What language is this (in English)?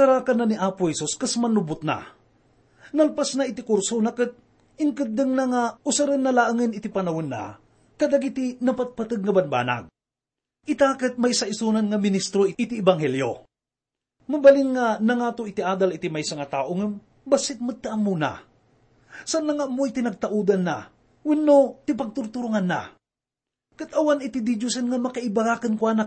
Iloko